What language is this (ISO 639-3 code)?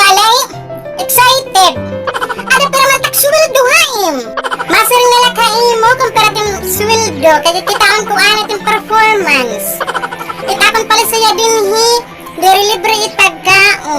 war